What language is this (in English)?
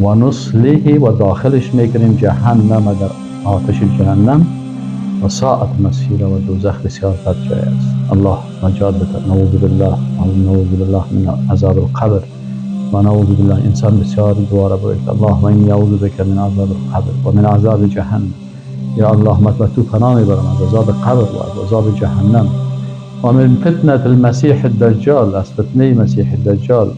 Persian